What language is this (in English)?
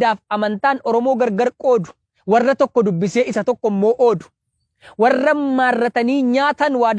Oromo